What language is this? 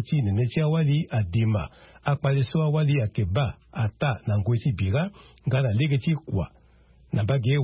Sango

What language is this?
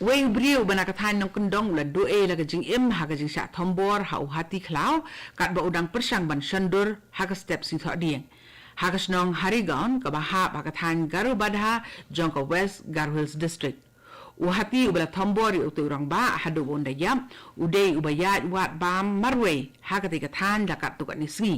Khasi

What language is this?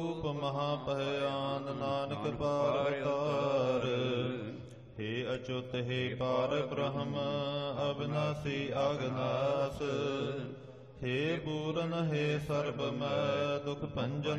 Punjabi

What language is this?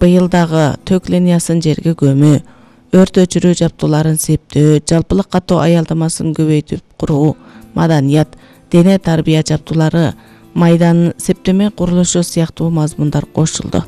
Kyrgyz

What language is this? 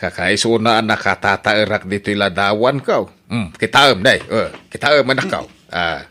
Iloko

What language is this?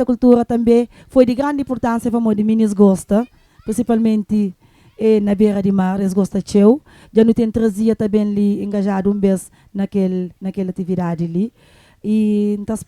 Kabuverdianu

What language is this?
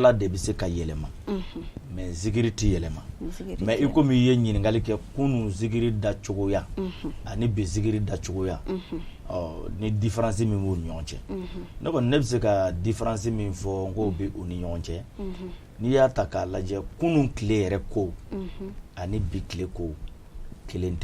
Bambara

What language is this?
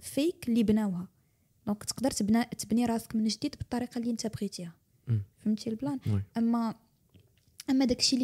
Moroccan Arabic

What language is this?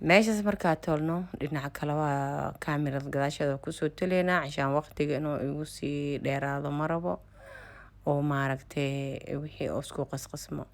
Somali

